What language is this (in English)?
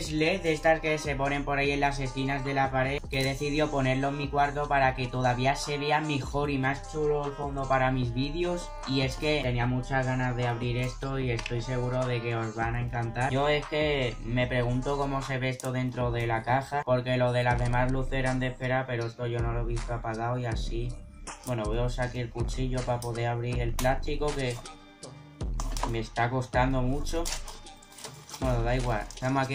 Spanish